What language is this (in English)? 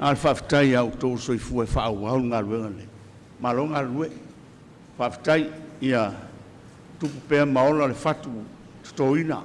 Samoan